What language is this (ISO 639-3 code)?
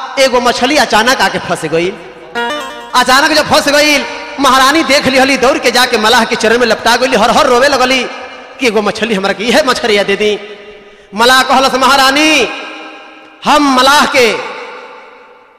bho